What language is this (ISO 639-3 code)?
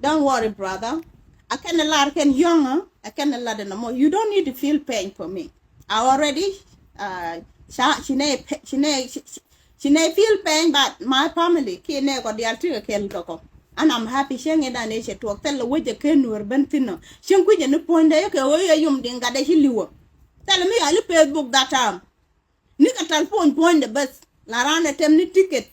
nus